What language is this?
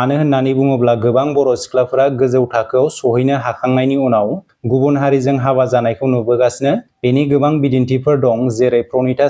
Bodo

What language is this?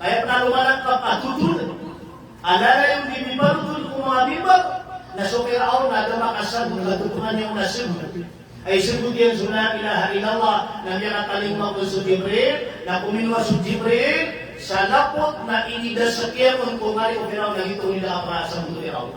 Maranao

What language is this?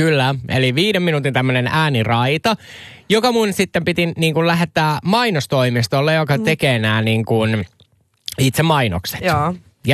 Finnish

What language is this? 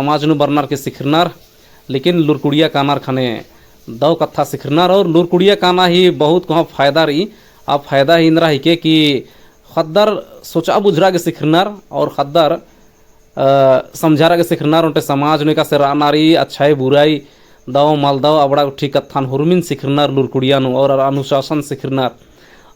Kurukh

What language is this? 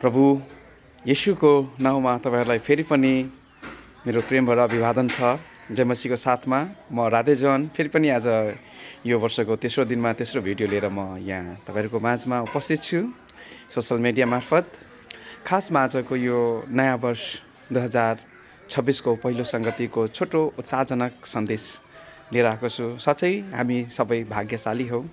Nepali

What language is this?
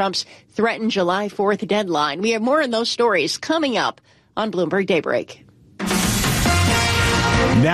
English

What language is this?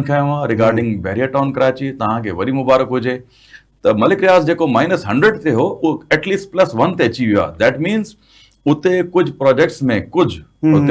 Sindhi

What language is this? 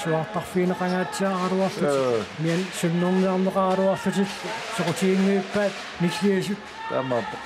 Kalaallisut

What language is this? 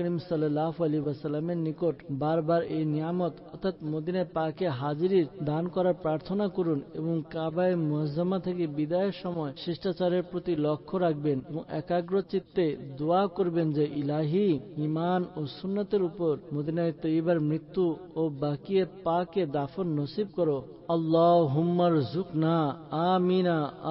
Bangla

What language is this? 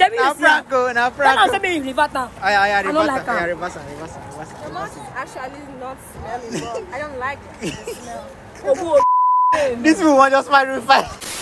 Nigerian Pidgin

